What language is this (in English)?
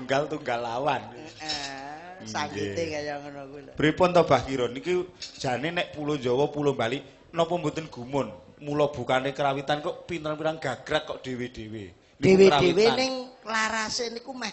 Javanese